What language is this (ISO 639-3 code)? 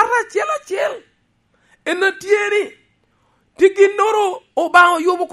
laj